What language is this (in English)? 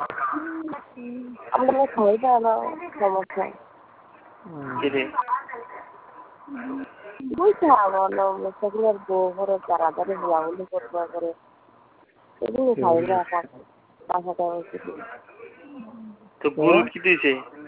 Bangla